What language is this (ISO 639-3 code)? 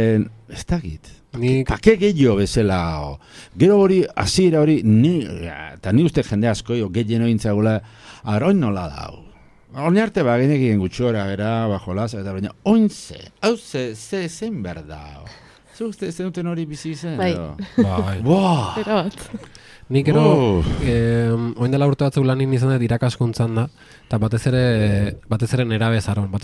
eus